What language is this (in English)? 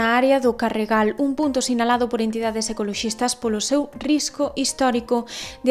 Galician